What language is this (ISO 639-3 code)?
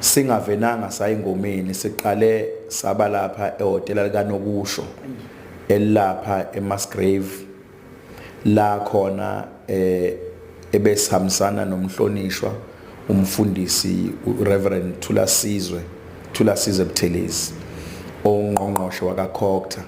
zul